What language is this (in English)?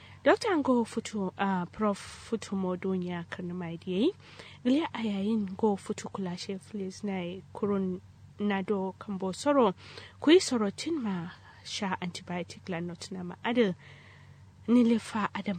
Kanuri